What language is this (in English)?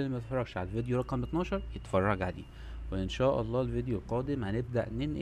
Egyptian Arabic